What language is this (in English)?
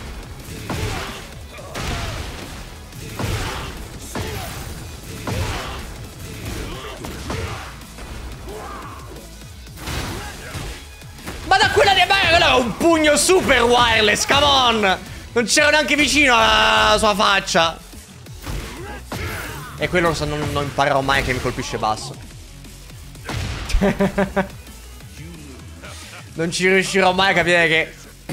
Italian